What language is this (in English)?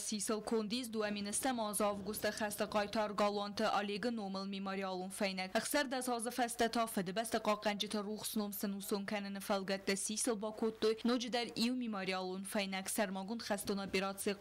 Ossetic